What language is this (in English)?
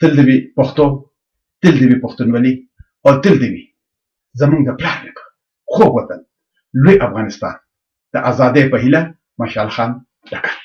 Pashto